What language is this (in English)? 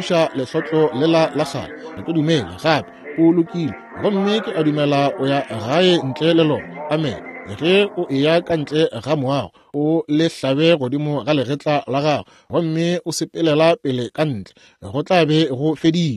Northern Sotho